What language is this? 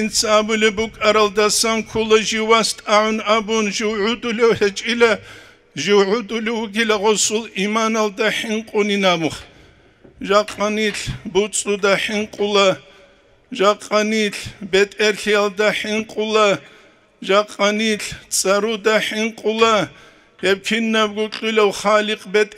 Avaric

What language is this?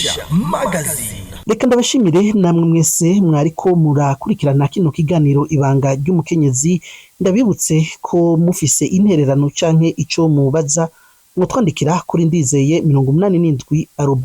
Rundi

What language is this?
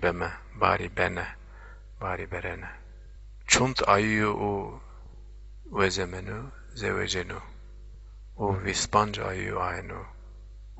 Zaza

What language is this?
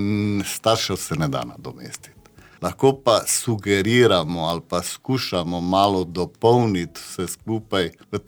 Slovenian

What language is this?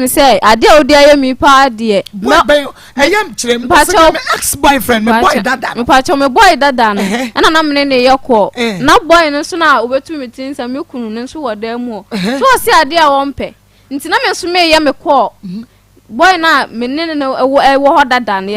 Akan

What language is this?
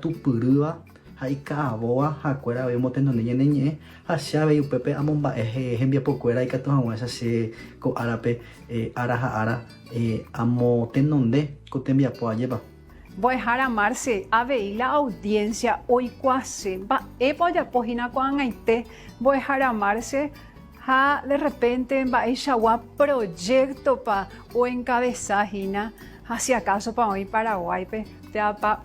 Guarani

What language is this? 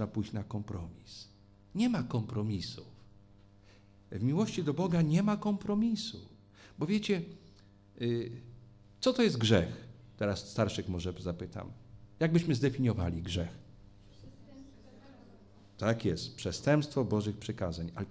Polish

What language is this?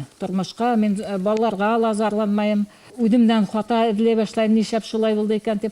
Bashkir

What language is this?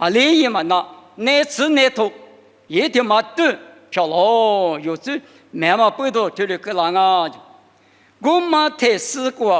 Lisu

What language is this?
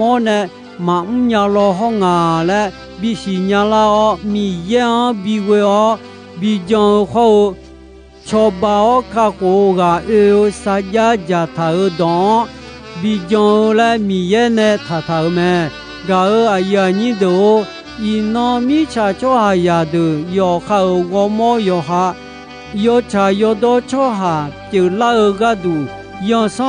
Akha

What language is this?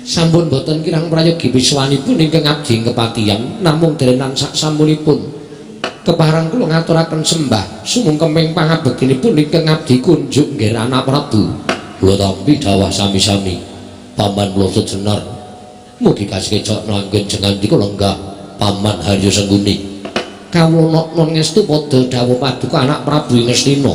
Javanese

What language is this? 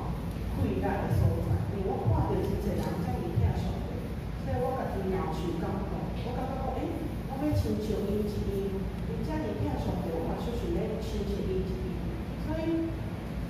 Min Nan Chinese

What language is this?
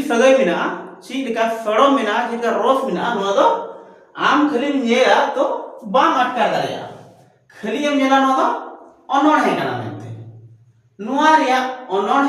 Santali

